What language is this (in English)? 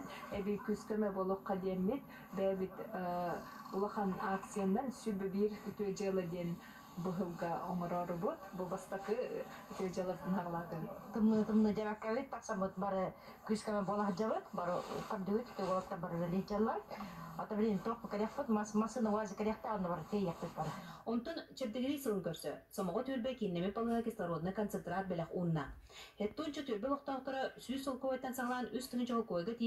Yakut